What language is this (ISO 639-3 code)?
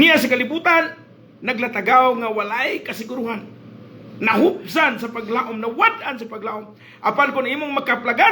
ceb